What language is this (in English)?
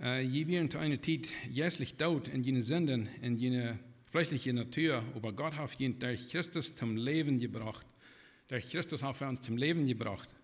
Plautdietsch